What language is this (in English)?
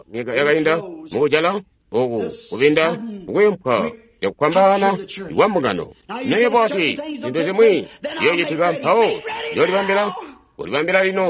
Tonga (Zambia)